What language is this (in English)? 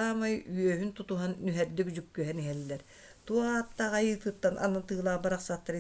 Yakut